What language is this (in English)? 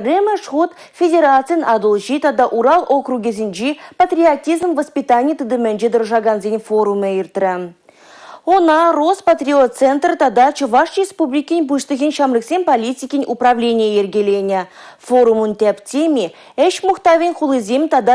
Chuvash